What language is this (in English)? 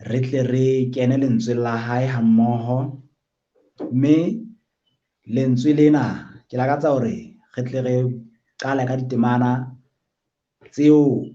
Southern Sotho